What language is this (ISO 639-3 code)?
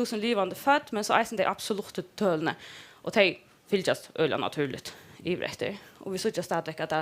fao